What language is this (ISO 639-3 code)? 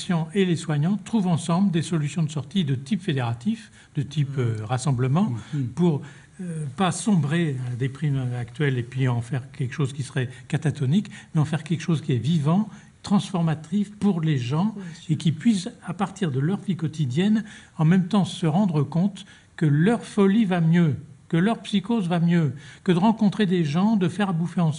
fra